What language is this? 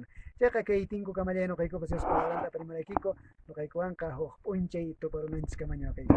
Quechua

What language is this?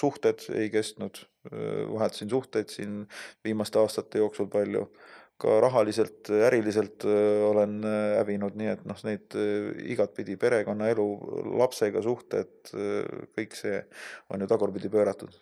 Estonian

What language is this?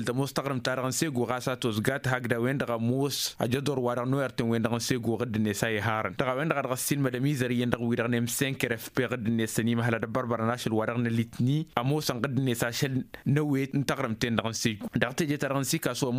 Tamasheq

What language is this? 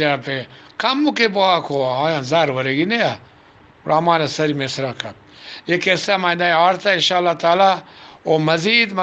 Eastern Balochi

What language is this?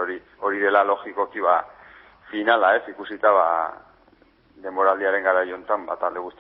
Basque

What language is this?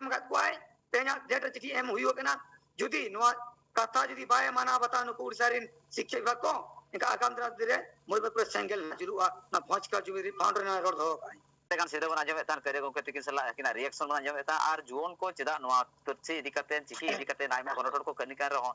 Santali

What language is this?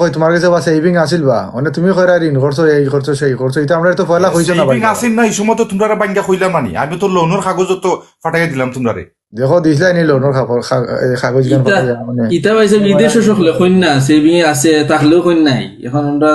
Sylheti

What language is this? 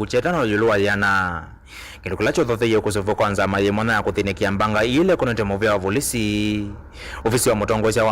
Kamba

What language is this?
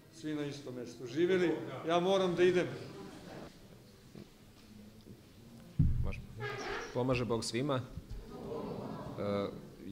Serbian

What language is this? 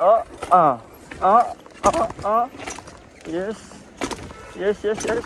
Nepali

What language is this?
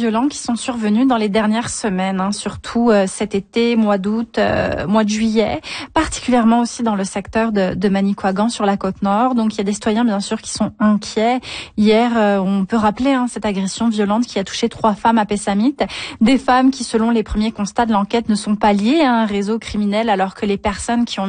French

